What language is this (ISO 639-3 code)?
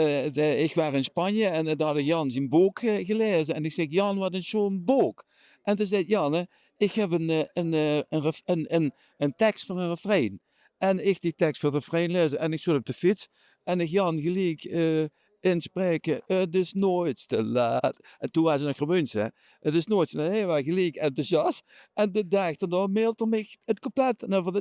lim